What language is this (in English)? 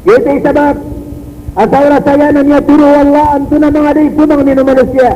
Maranao